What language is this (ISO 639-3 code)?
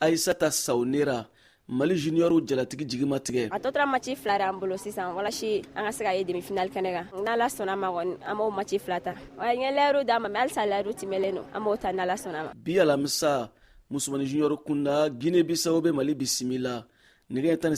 bam